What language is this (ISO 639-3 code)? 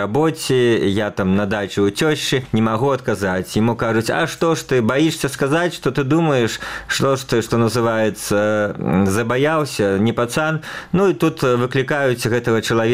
bel